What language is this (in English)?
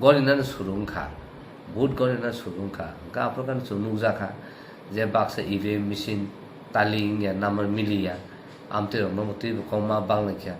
Kok Borok